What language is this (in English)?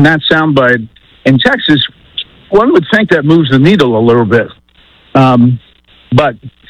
English